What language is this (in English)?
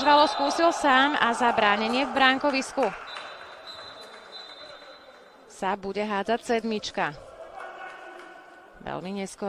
Slovak